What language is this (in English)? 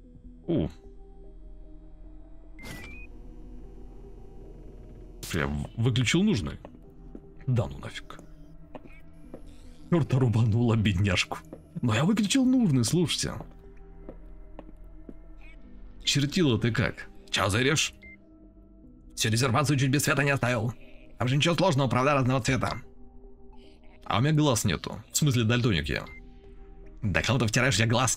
Russian